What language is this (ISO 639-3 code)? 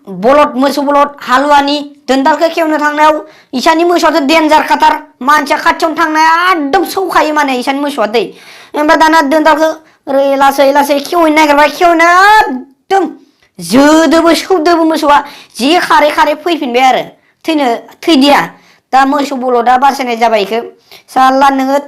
brx